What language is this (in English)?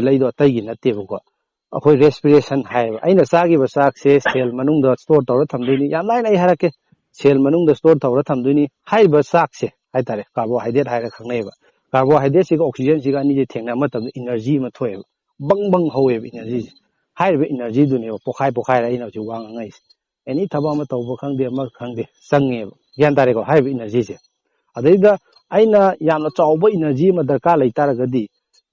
Manipuri